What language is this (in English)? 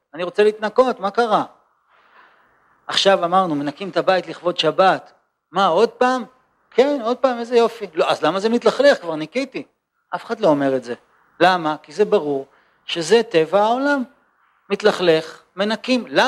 Hebrew